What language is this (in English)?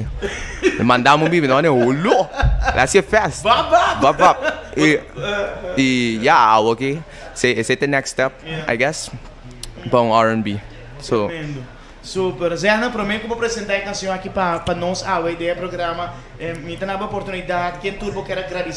Papiamento